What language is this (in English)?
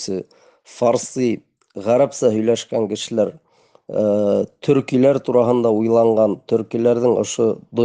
Bashkir